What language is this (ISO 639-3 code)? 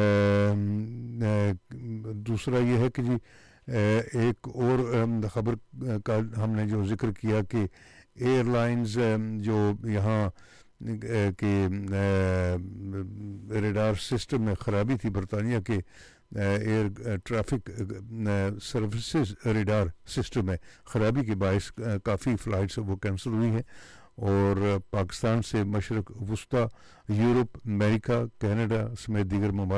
urd